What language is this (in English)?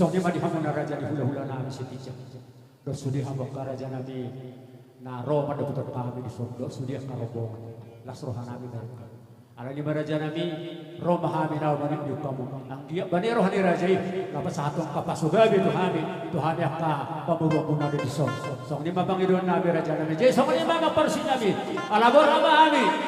Batak Toba